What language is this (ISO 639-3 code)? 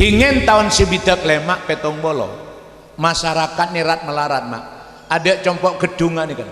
mad